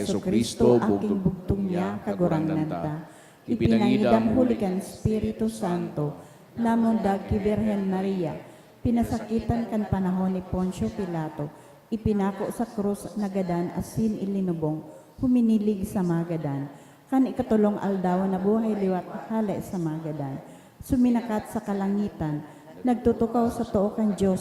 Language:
Bikol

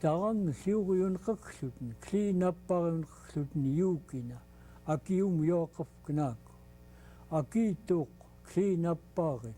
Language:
Central Yupik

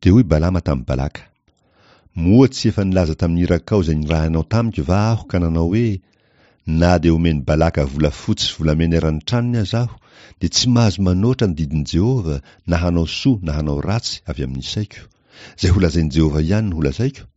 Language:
Malagasy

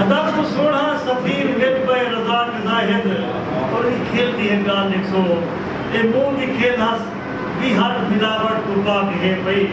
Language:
Saraiki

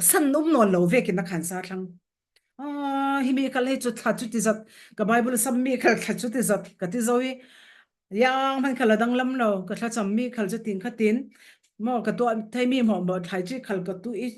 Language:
Falam Chin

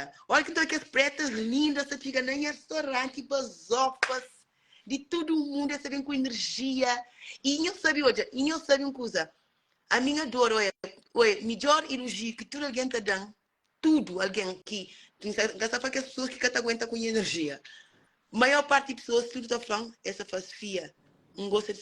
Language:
Kabuverdianu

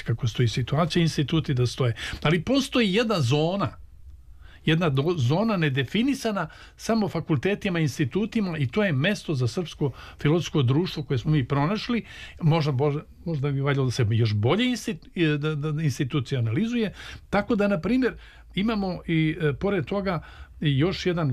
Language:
Serbian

